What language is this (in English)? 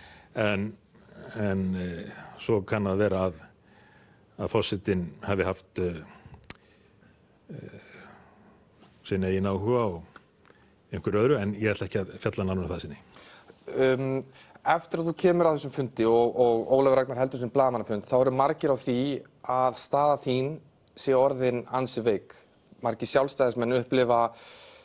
Icelandic